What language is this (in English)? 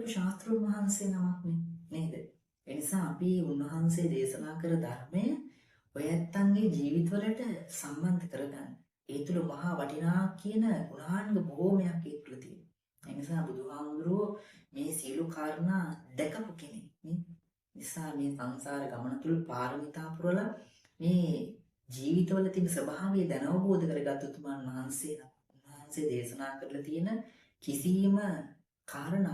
Sinhala